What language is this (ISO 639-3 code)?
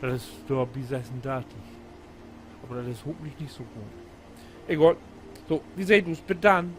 nds